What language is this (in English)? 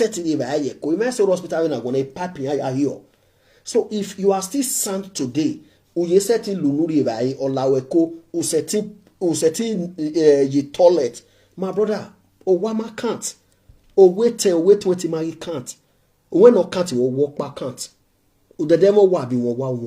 Nigerian Pidgin